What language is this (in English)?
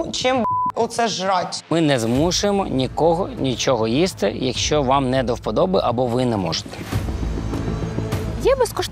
Ukrainian